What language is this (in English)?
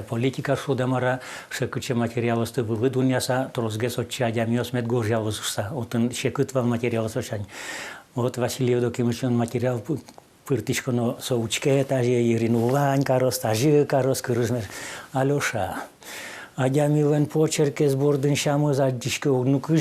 Udmurt